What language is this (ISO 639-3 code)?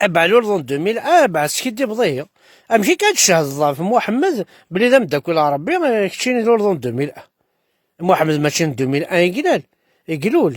kab